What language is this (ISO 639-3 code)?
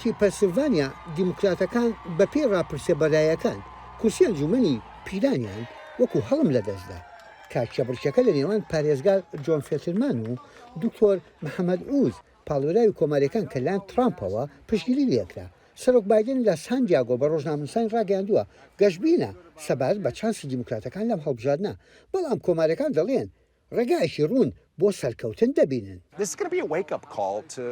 ckb